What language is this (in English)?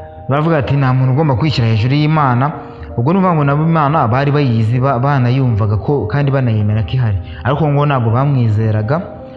Kinyarwanda